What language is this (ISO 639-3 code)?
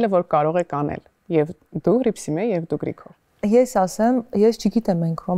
hye